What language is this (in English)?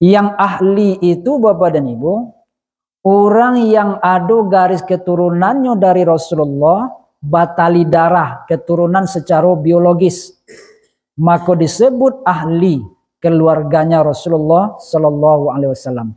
Minangkabau